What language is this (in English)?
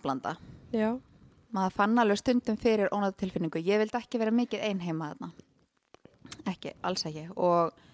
Icelandic